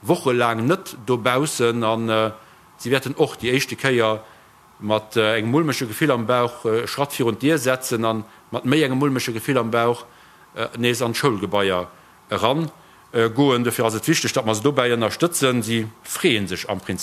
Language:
Luxembourgish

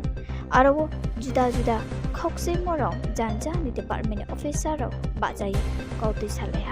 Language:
Riang (India)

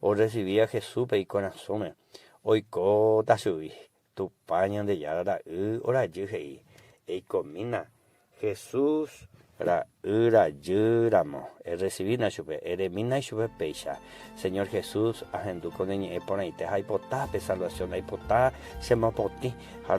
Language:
Guarani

